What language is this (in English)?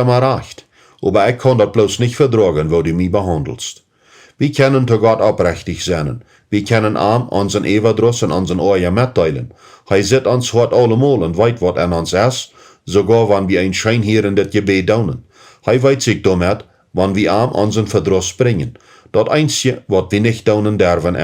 Plautdietsch